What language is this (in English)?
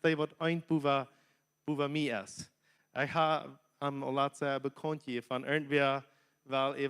Plautdietsch